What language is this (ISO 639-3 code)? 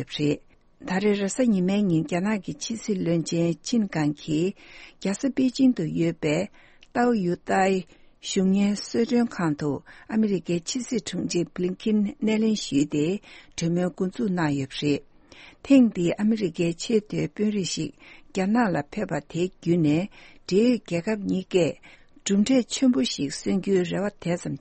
lav